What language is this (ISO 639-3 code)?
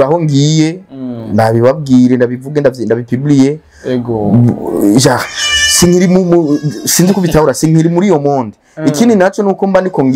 run